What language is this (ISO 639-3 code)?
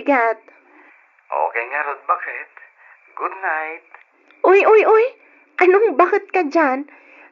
ilo